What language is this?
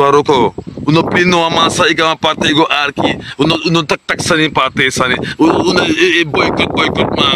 Sranan Tongo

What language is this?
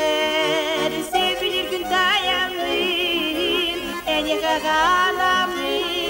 Yakut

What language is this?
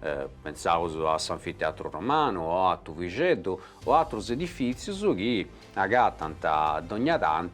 Sardinian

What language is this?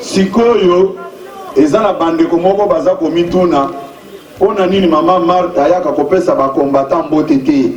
Lingala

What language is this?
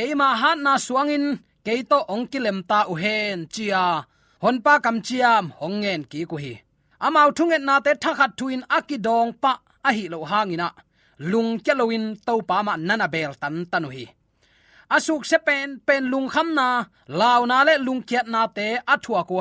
Tedim Chin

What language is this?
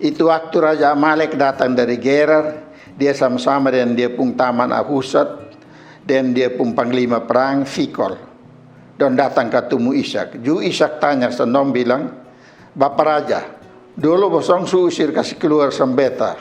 Kupang Malay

